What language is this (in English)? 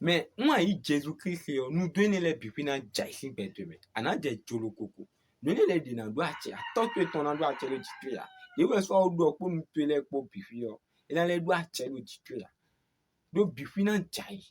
Fon